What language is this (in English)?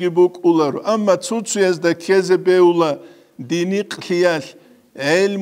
Avaric